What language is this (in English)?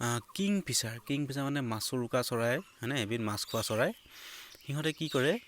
Assamese